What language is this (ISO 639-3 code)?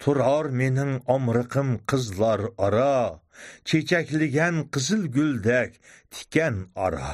uig